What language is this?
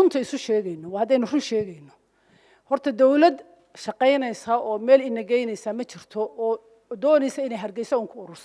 Somali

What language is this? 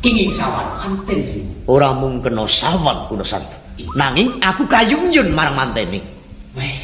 Javanese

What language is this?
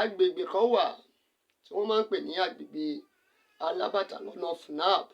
Yoruba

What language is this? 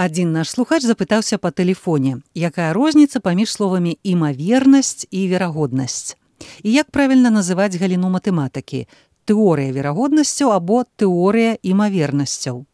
Belarusian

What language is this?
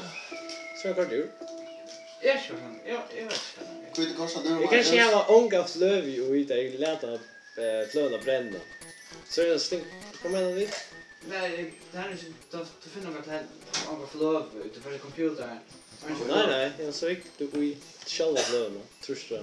Faroese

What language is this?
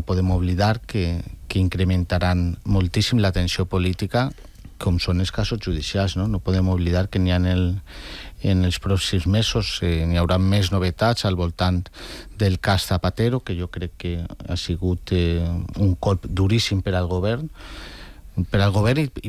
Catalan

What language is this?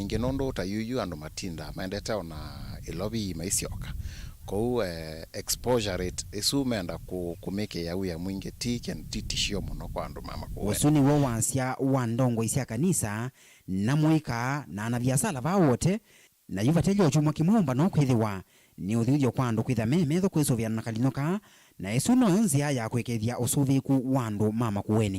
Kamba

